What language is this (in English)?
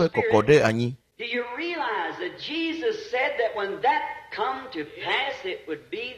Ewe